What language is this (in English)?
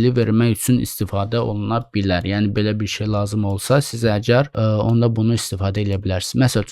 Azerbaijani